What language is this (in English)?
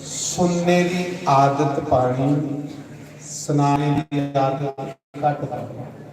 Dogri